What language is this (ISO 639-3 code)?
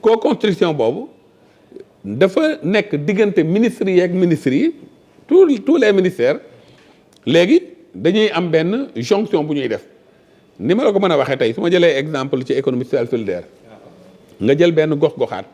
wol